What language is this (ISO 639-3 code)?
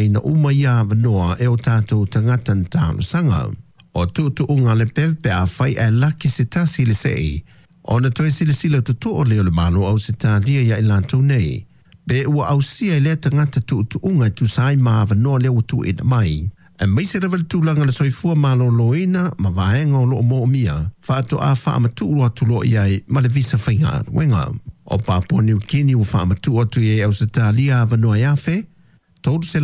smo